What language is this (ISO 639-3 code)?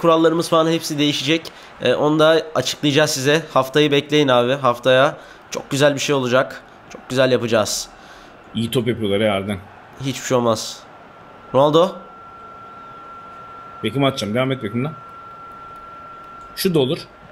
tur